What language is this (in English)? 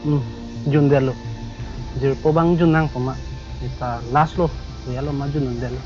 Karbi